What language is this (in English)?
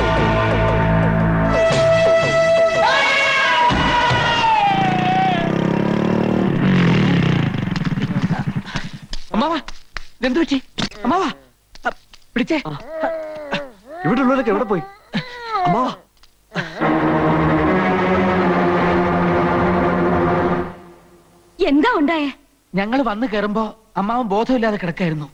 Malayalam